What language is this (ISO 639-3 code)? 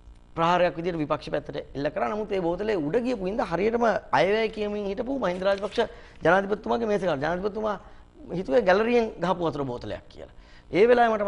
sin